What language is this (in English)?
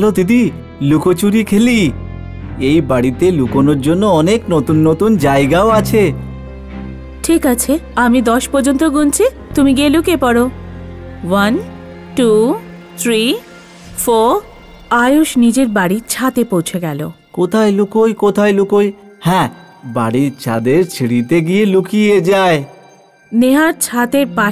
Bangla